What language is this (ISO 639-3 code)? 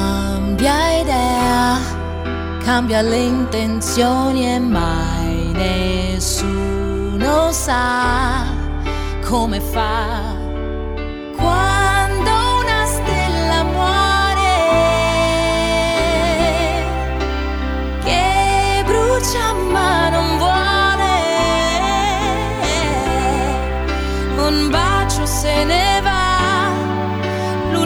ita